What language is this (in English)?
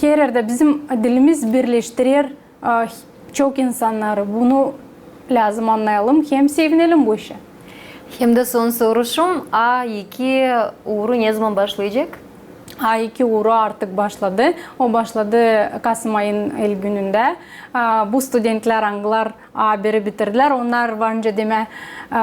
Gagauz